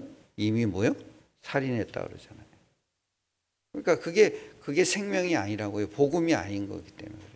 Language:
Korean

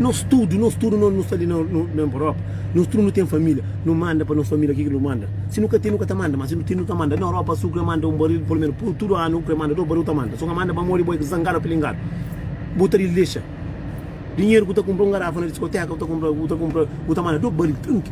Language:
Kabuverdianu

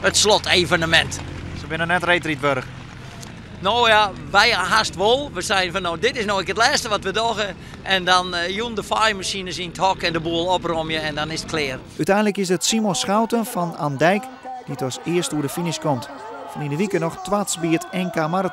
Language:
Western Frisian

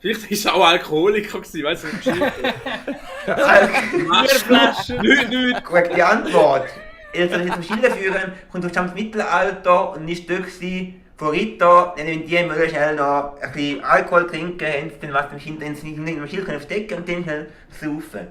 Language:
Swiss German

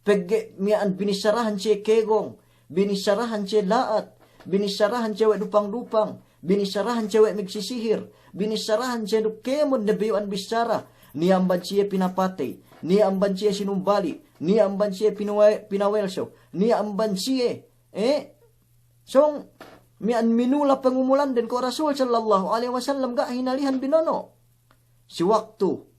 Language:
Yakan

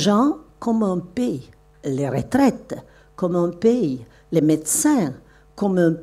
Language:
French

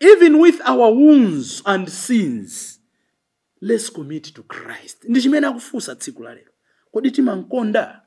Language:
Nyanja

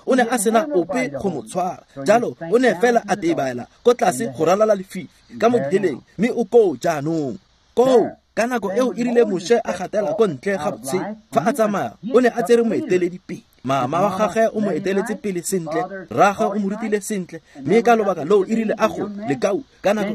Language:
Tswana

